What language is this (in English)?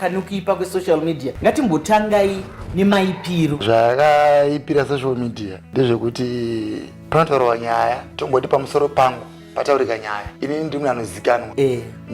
Shona